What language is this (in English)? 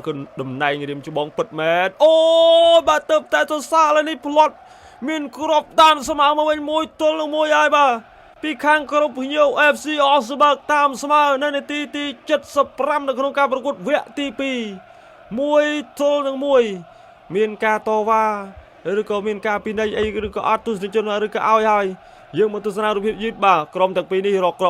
Khmer